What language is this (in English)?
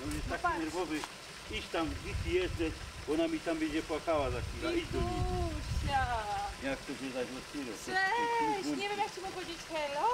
Silesian